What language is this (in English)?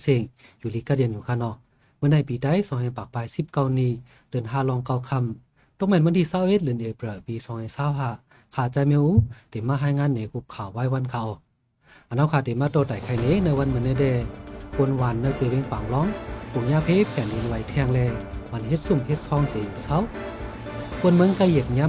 Shan